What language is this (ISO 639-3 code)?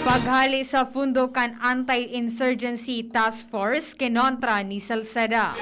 bik